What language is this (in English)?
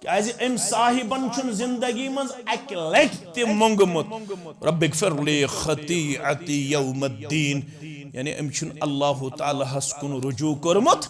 Kashmiri